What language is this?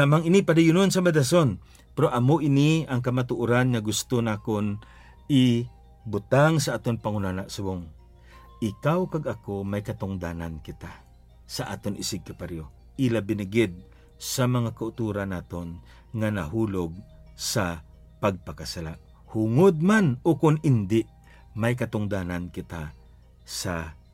Hiligaynon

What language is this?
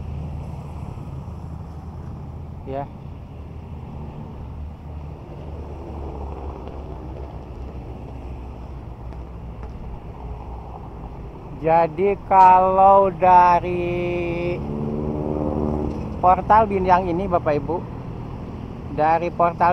Indonesian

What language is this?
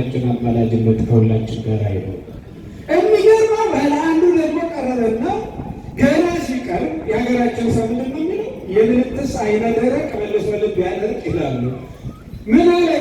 Amharic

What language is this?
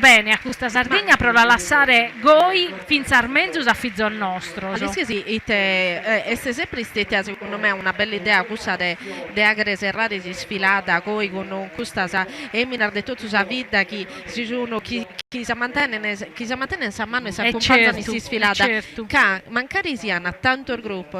Sardinian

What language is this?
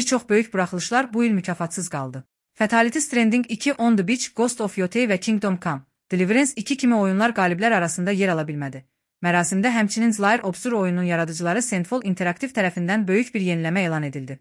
Azerbaijani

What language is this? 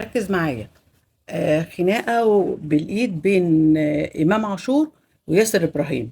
Egyptian Arabic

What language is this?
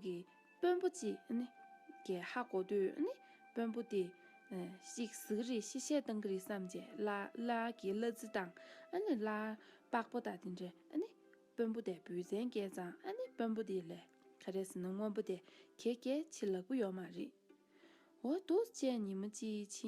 Tibetan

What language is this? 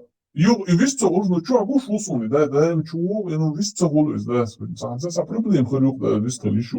Chechen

